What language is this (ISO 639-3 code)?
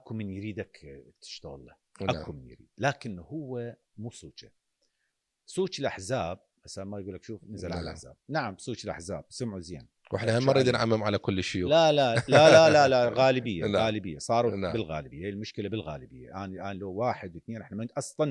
acm